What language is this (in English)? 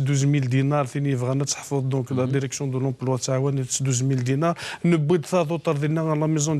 Kabyle